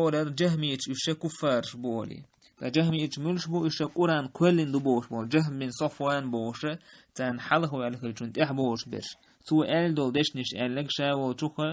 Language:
Chechen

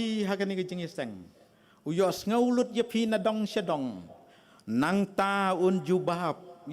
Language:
Khasi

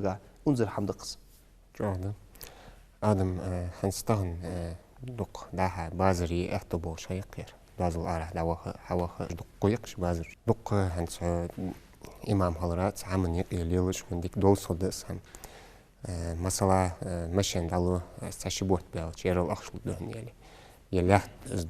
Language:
Ingush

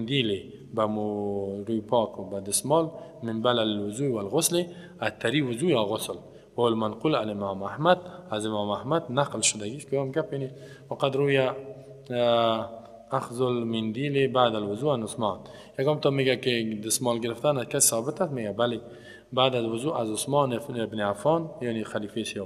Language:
Persian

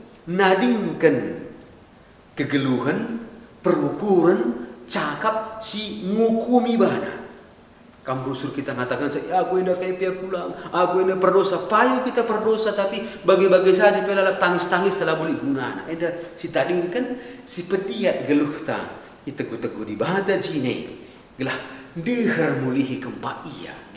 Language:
Batak Karo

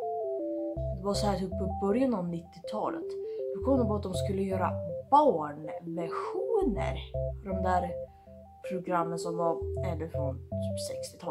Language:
Swedish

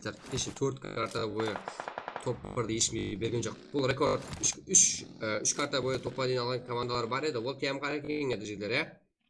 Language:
Kara-Kalpak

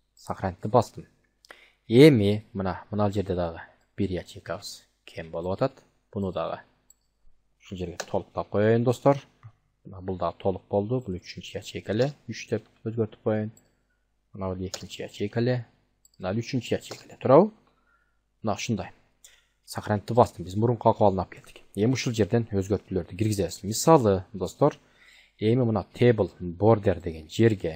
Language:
Kyrgyz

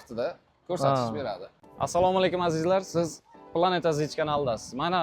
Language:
Uzbek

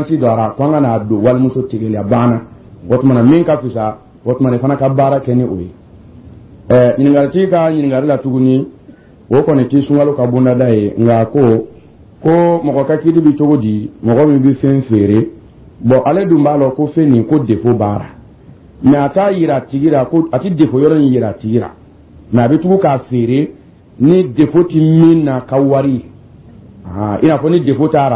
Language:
Dyula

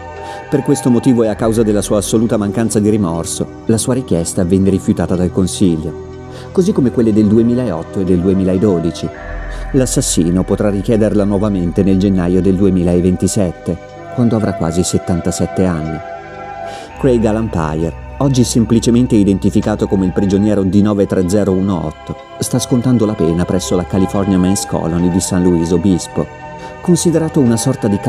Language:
Italian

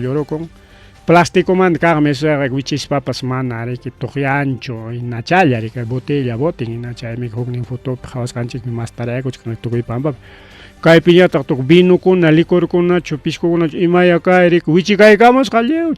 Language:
Ayacucho Quechua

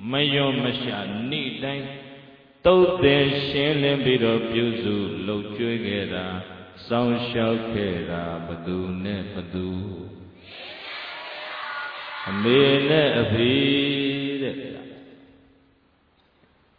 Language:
Burmese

